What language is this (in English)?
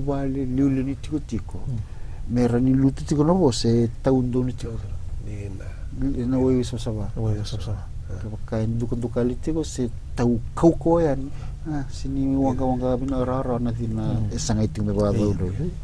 Fijian